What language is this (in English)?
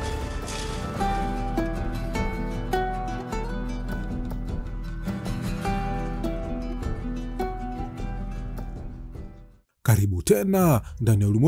Swahili